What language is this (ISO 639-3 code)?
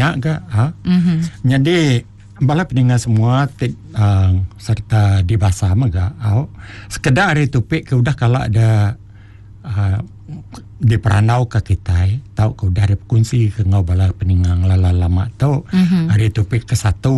iba